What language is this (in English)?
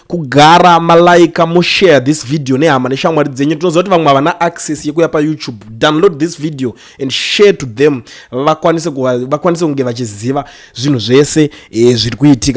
Shona